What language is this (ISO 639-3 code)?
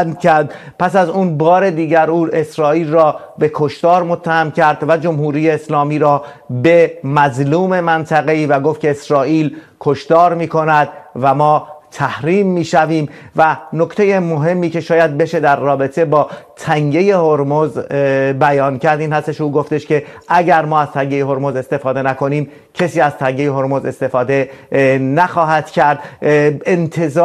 fas